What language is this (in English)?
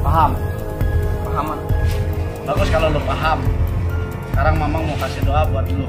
Betawi